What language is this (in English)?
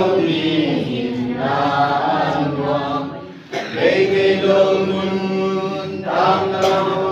Tedim Chin